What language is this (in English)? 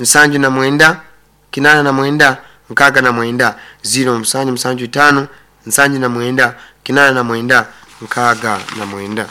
Nyoro